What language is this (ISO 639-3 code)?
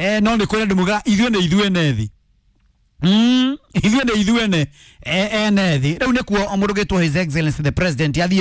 kik